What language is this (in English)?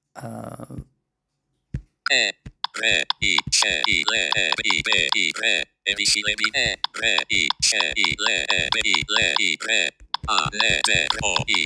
Turkish